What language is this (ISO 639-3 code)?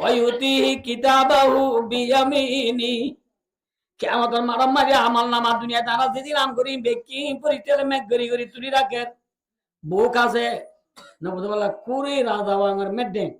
rhg